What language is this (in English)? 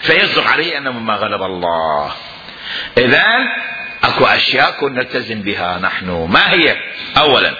Mesopotamian Arabic